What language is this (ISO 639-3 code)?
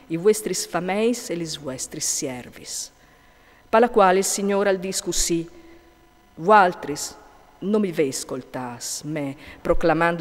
fur